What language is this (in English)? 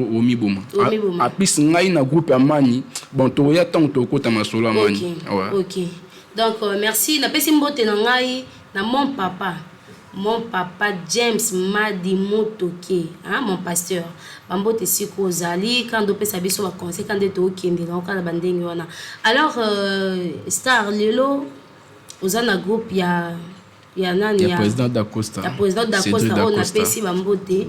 Lingala